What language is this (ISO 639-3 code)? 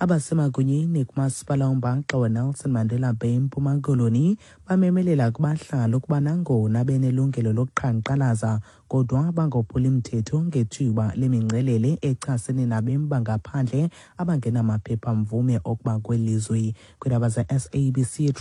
xho